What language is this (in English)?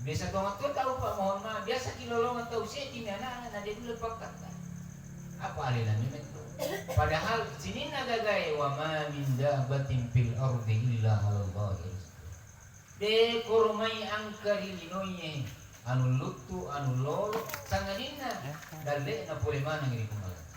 Buginese